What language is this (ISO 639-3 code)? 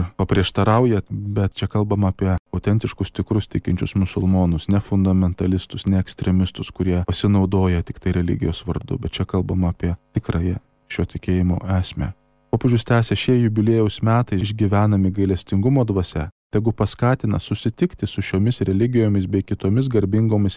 lit